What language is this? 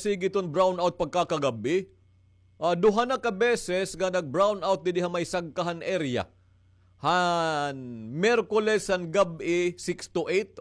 Waray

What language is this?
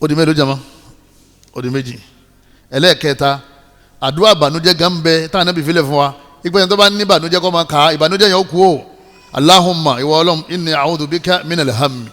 Yoruba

